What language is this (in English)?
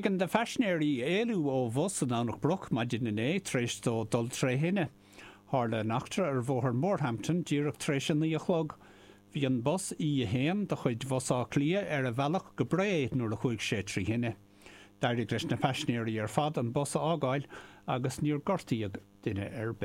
Irish